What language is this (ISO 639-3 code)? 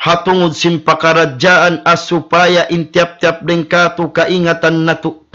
tsg